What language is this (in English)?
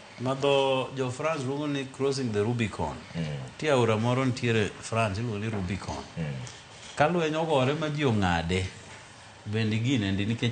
Luo (Kenya and Tanzania)